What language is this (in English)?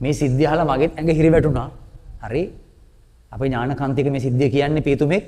Sinhala